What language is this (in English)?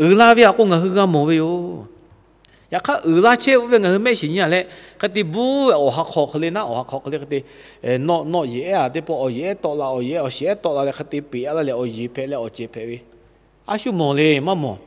Lahu